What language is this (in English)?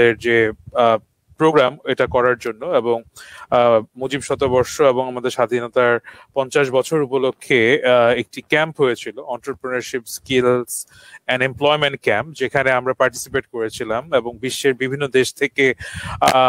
Bangla